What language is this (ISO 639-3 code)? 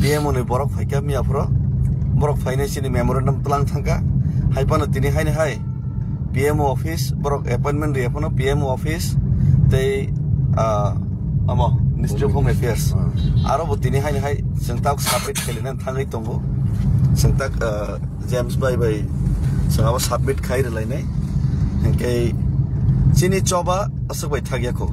trp